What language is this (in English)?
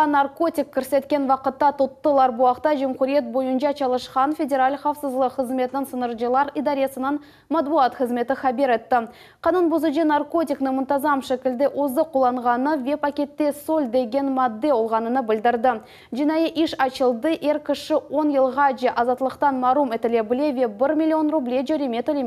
Crimean Tatar